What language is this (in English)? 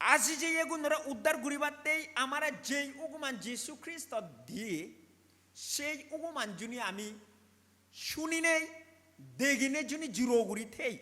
Chakma